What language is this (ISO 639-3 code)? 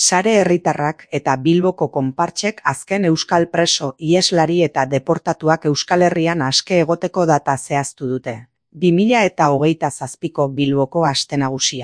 eus